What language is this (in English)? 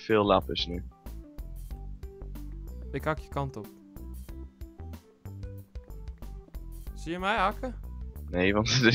Dutch